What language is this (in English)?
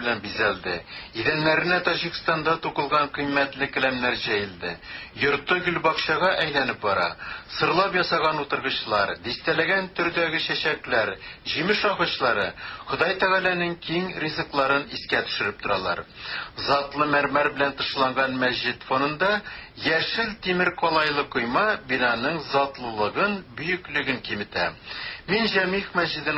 Tatar